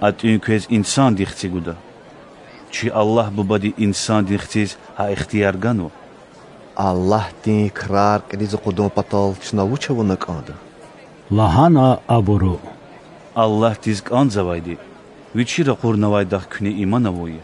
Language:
Lezghian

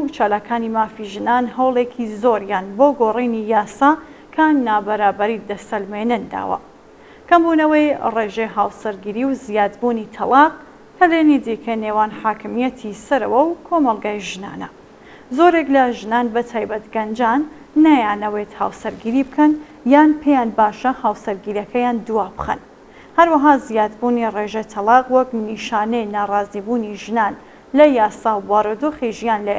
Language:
Central Kurdish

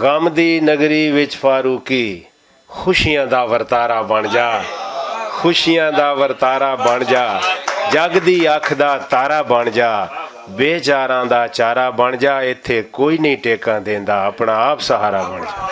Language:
Western Panjabi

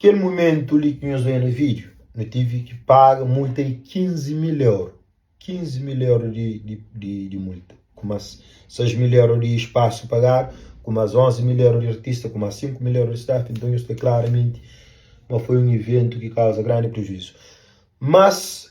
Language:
Kabuverdianu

